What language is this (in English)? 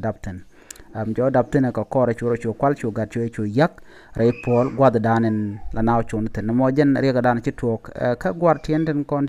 Nuer